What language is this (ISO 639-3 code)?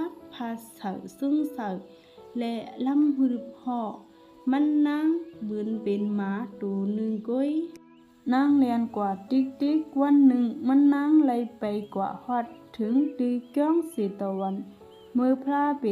shn